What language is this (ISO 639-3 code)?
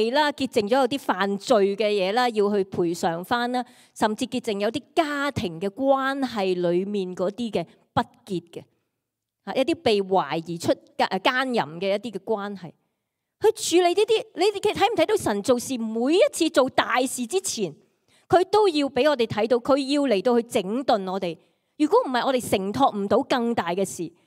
yue